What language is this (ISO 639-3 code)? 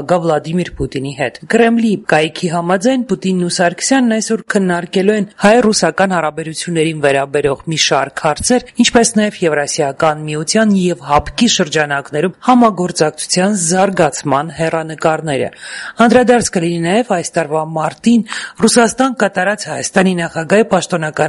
hye